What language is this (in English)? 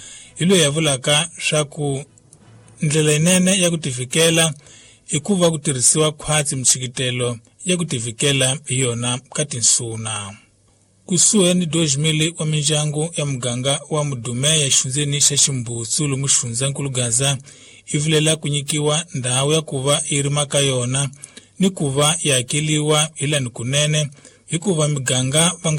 Tsonga